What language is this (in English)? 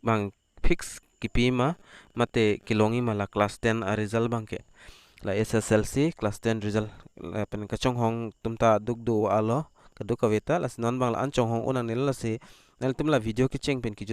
Karbi